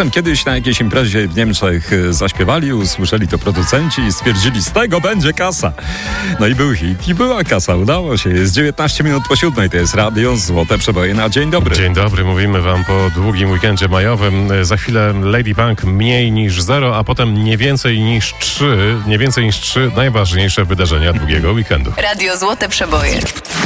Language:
Polish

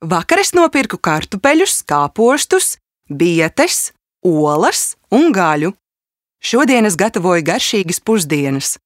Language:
Latvian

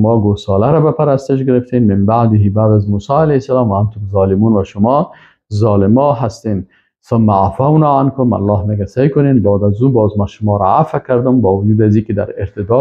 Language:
Persian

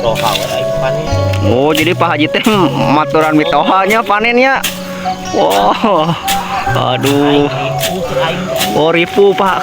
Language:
Sundanese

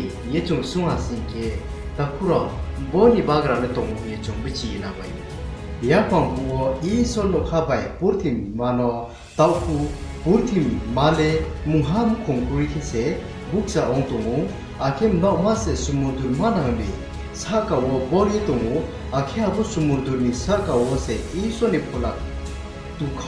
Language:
Riang (India)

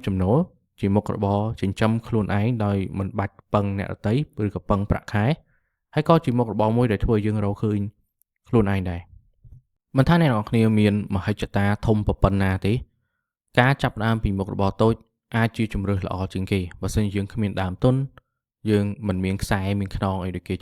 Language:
Khmer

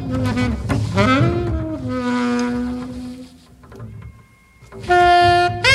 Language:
Italian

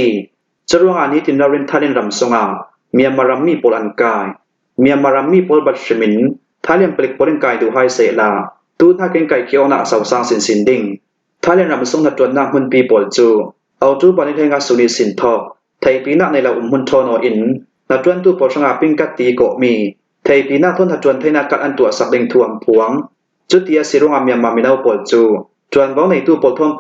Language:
Hakha Chin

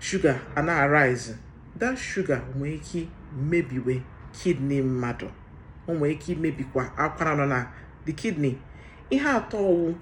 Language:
Igbo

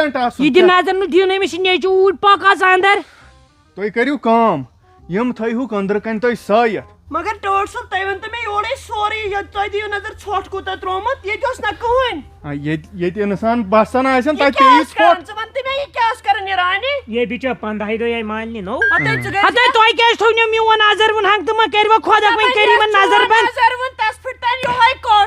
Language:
Kashmiri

